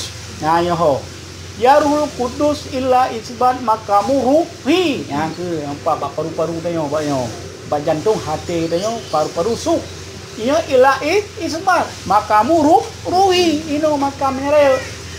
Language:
Achinese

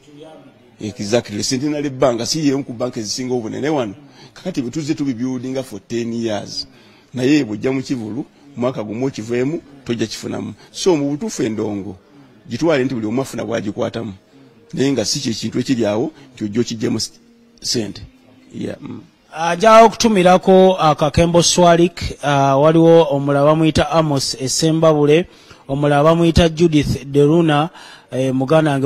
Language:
Ganda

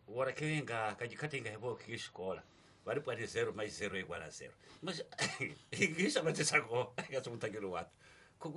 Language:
Tsonga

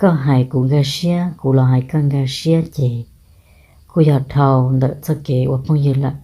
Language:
Hmong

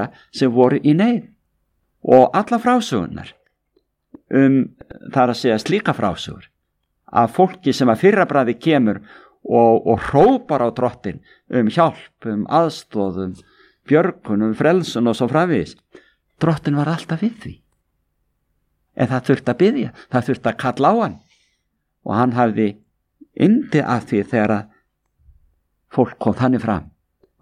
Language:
Icelandic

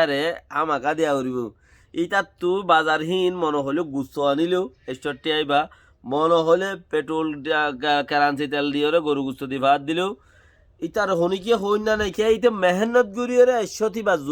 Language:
Rohingya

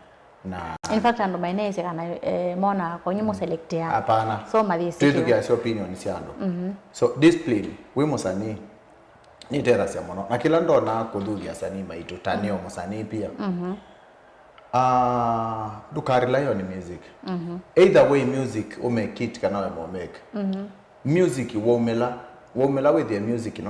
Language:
Kamba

